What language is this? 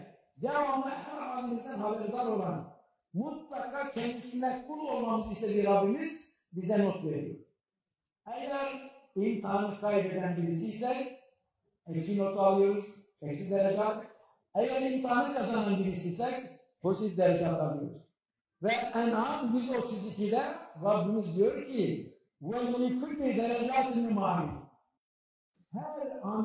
Turkish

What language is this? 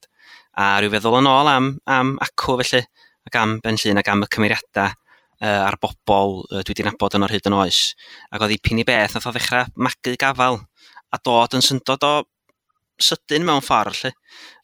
Welsh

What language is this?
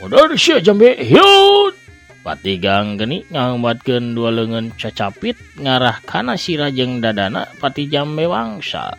Sundanese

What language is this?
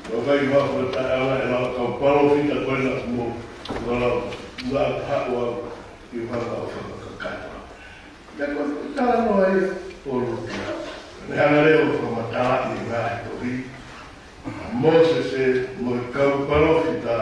Tongan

